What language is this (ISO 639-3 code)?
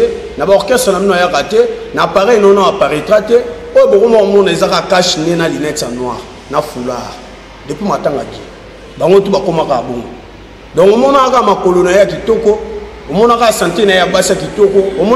lin